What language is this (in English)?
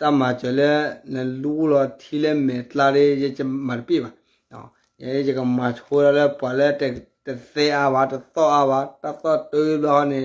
S'gaw Karen